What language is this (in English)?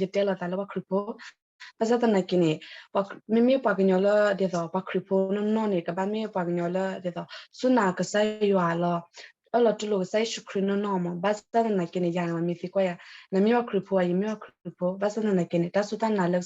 S'gaw Karen